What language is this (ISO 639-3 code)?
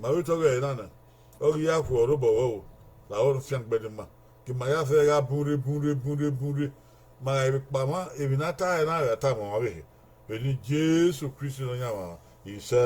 bin